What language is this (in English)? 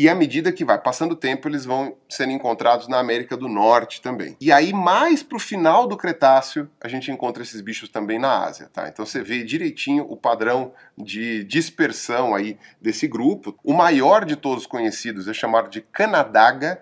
Portuguese